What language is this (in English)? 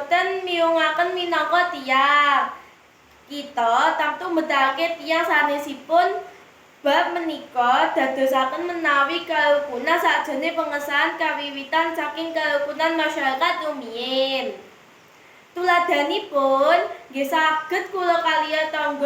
Javanese